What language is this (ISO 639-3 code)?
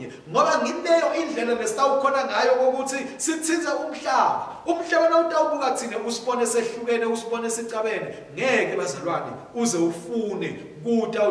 ssw